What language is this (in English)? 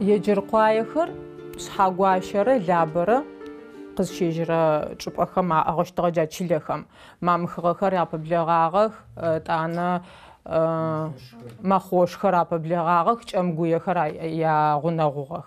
Adyghe